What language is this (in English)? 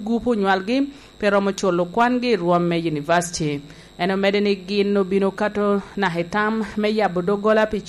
Lango (Uganda)